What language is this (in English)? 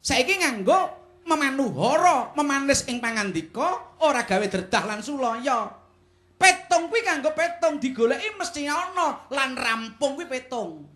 Javanese